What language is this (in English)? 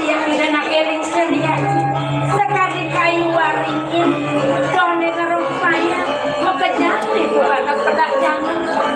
Balinese